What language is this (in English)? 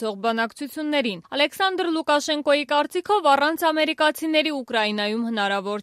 Armenian